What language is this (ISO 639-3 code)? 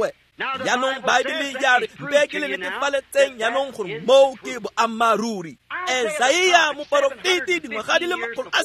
tsn